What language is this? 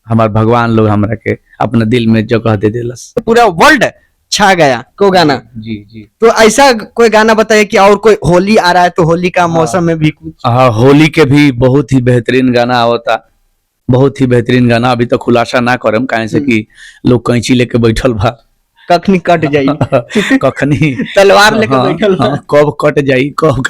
Bhojpuri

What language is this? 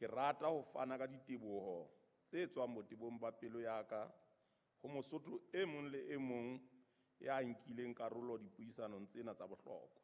Southern Sotho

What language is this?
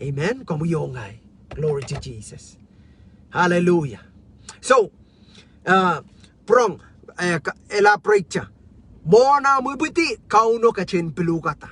Pohnpeian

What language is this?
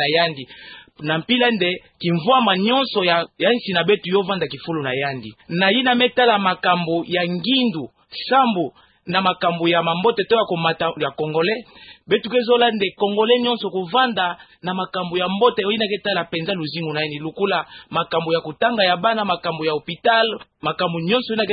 Kituba (Democratic Republic of Congo)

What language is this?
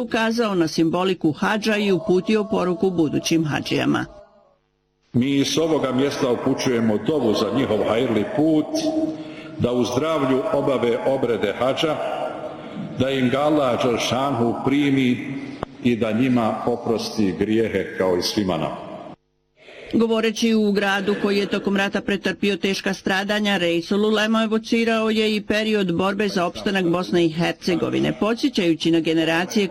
Bosnian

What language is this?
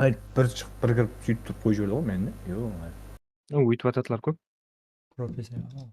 Kara-Kalpak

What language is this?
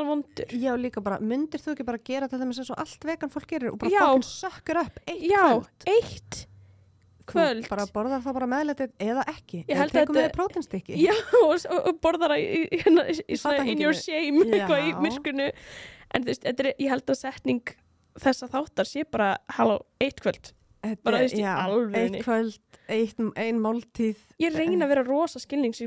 Icelandic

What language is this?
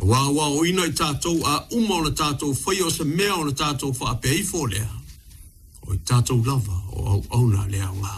Samoan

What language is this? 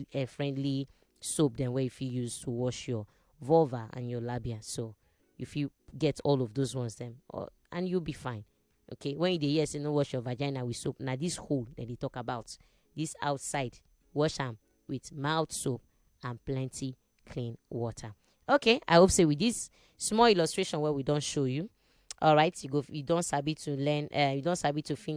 Nigerian Pidgin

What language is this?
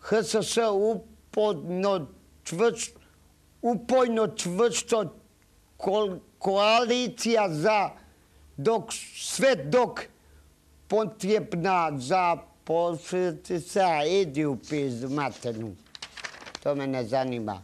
Croatian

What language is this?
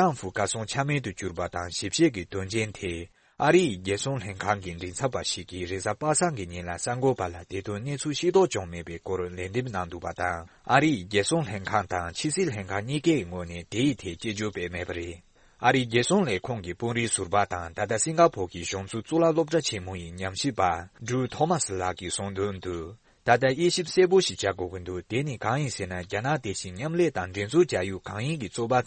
Tibetan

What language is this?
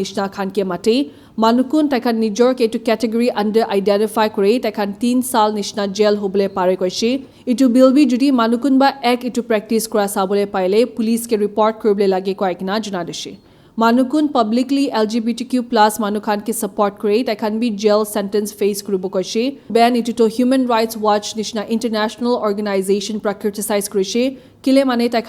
Naga Pidgin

